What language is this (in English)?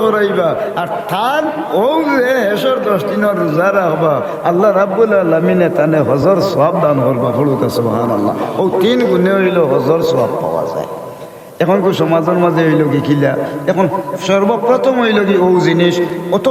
Sylheti